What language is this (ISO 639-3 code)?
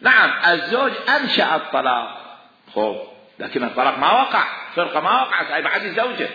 acm